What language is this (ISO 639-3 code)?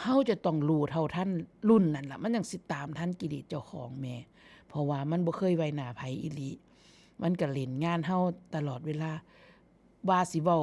tts